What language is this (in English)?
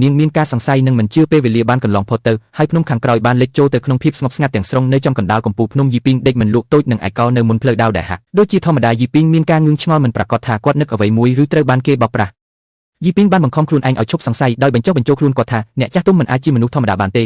Khmer